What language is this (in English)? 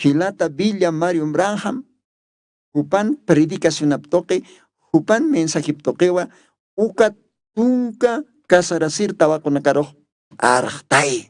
Aymara